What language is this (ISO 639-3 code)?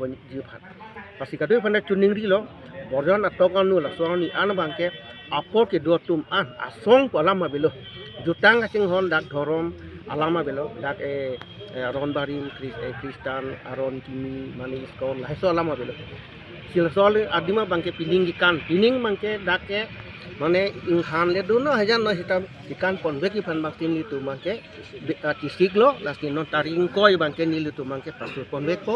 mjw